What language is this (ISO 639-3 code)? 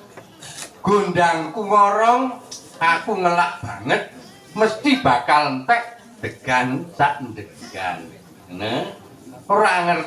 jav